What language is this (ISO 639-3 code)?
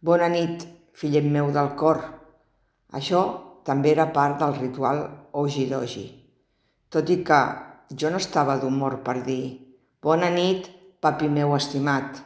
cat